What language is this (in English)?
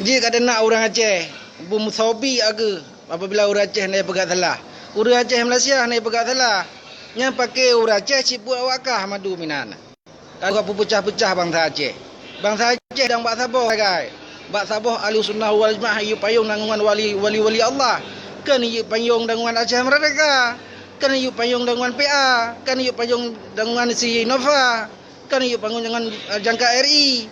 Achinese